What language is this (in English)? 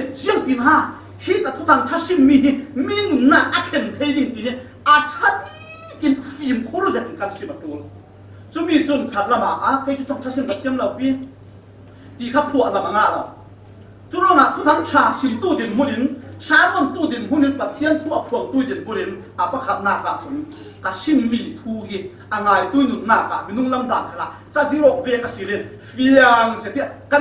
Falam Chin